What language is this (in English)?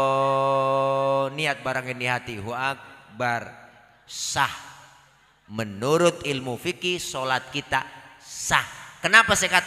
Betawi